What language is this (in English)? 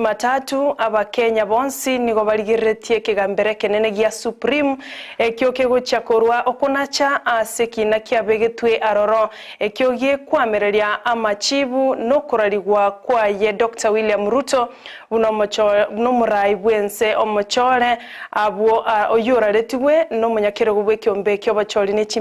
Gusii